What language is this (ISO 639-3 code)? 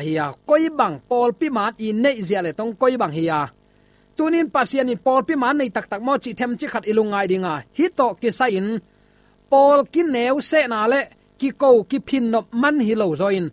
ctd